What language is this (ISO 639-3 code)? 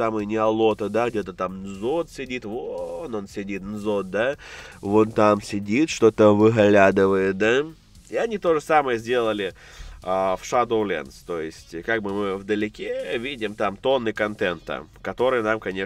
rus